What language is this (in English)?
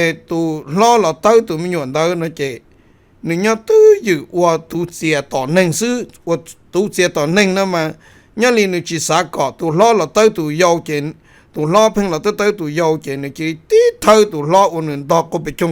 Hmong